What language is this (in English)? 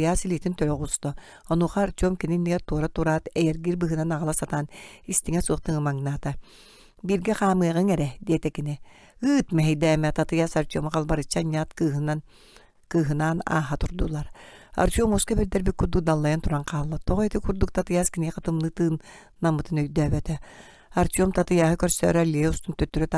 Yakut